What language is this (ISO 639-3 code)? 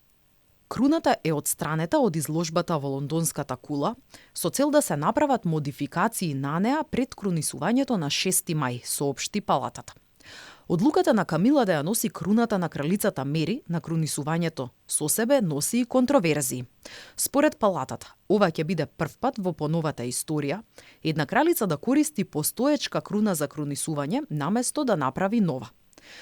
mkd